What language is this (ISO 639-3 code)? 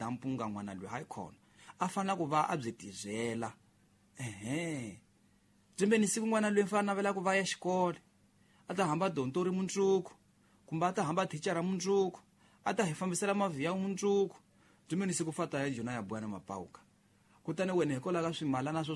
tso